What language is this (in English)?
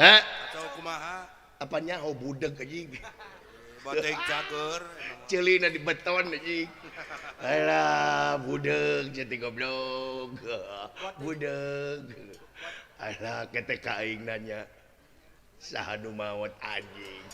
Sundanese